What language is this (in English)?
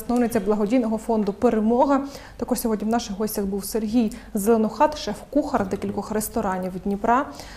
Ukrainian